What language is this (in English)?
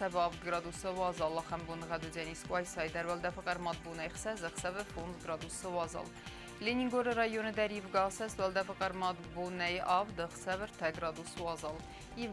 Ossetic